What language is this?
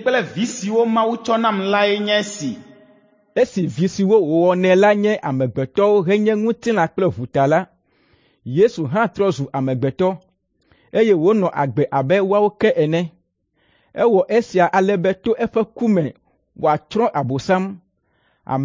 Ewe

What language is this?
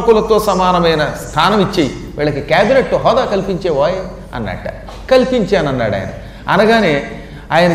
Telugu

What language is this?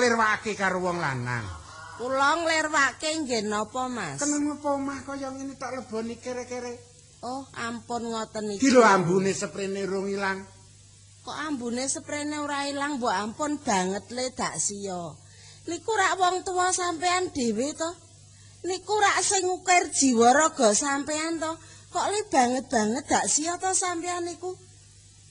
Javanese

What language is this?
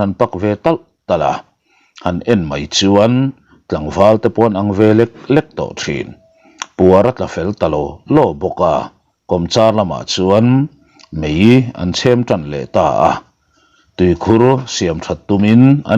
Mizo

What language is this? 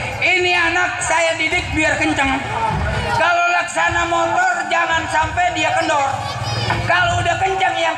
Betawi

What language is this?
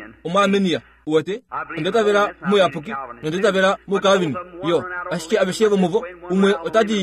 Kuanyama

